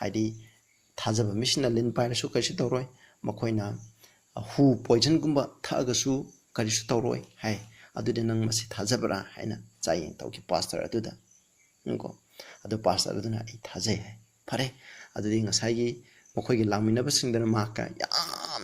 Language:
Manipuri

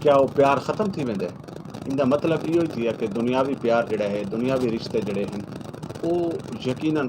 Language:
Saraiki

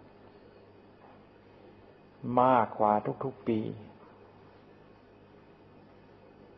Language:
Thai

